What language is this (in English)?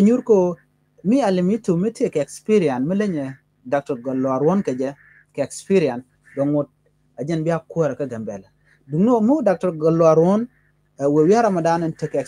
Nuer